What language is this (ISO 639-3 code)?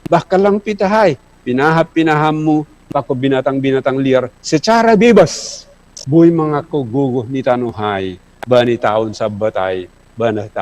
bts